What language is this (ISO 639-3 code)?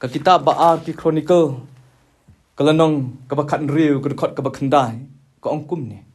kha